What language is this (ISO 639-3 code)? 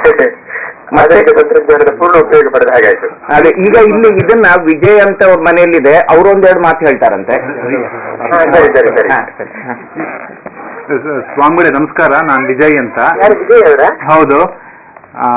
kan